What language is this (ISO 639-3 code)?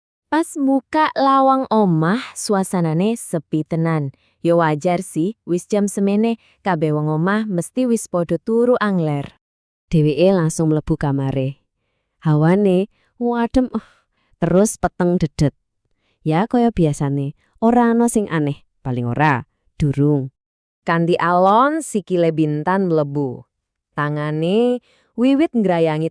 jav